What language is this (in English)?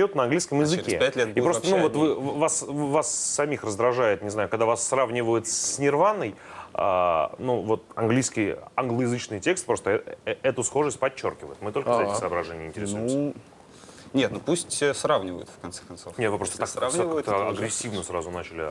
Russian